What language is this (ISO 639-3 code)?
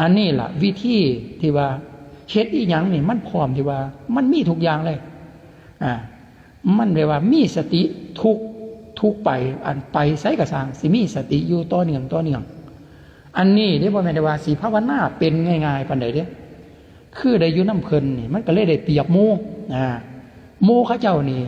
lao